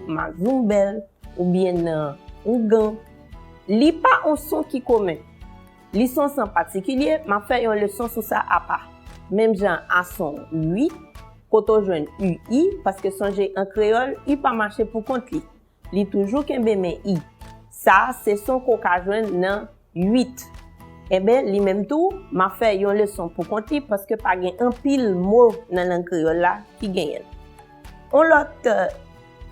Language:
Haitian Creole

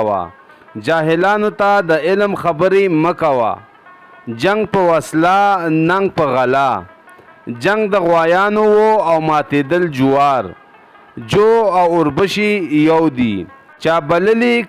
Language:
Pashto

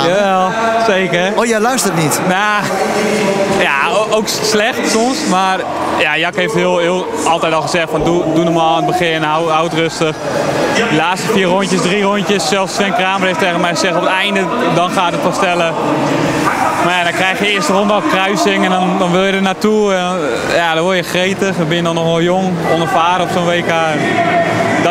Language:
Dutch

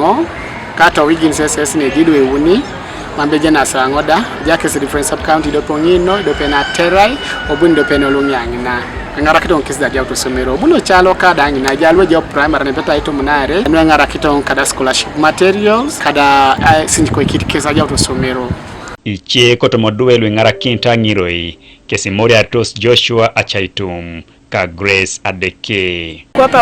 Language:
Teso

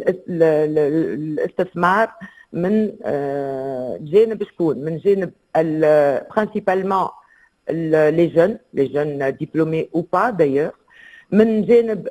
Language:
Tunisian Arabic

